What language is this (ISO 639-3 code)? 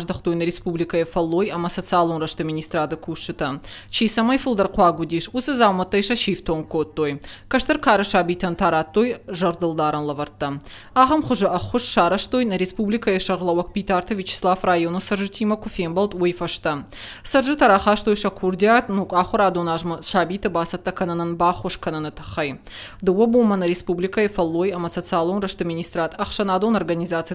oss